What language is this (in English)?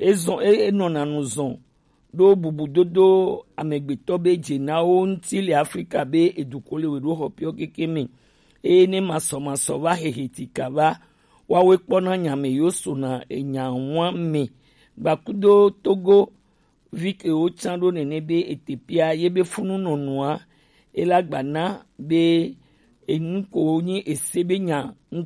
Gen